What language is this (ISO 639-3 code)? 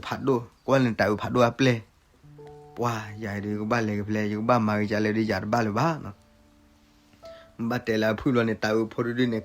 ksw